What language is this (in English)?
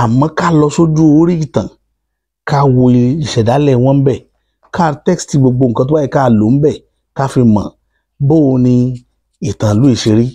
Yoruba